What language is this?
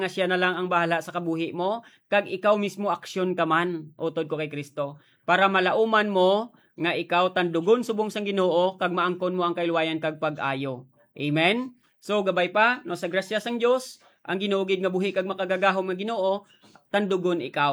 Hiligaynon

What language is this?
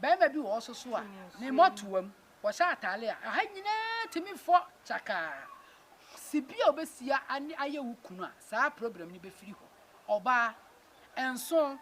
Akan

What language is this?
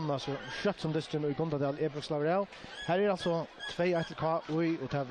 Faroese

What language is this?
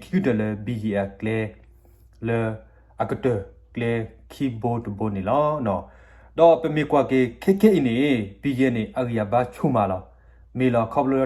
S'gaw Karen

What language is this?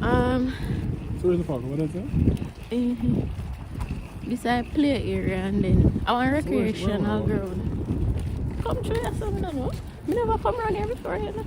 Jamaican Creole English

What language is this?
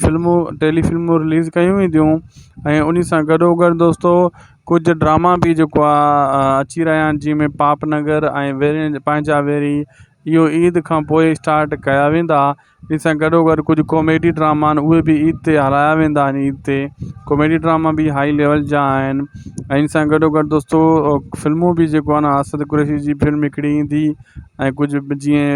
Sindhi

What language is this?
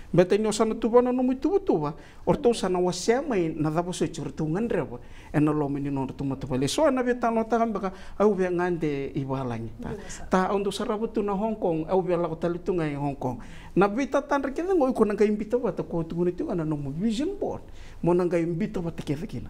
Fijian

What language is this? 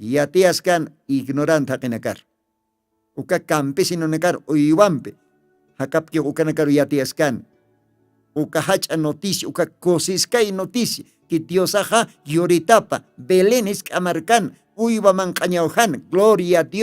Aymara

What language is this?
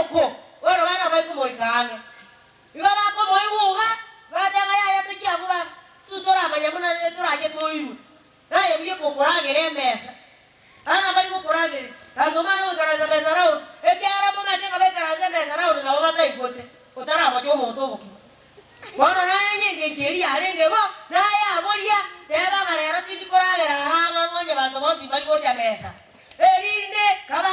Gusii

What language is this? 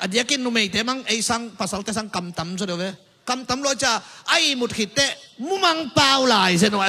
Tedim Chin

